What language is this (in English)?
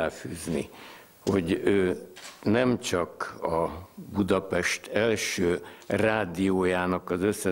Hungarian